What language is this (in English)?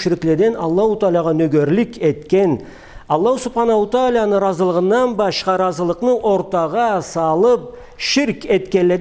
Karachay-Balkar